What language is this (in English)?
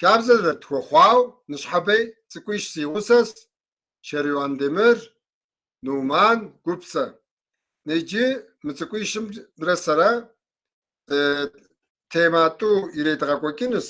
Kabardian